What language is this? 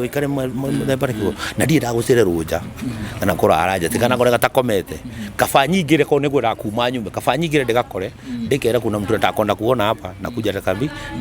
Kikuyu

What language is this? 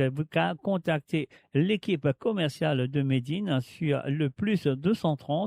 Morisyen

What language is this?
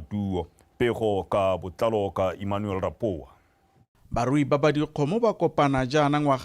Tswana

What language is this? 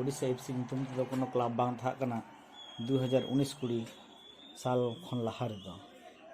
Santali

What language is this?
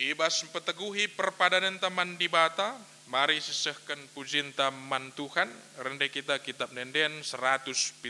Batak Karo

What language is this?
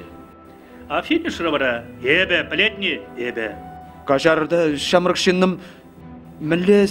Chuvash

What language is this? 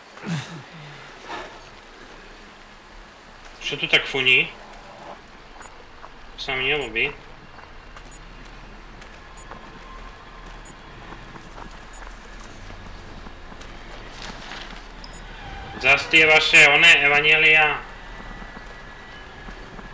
Slovak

